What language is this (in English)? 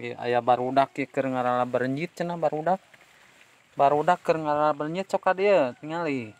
Sundanese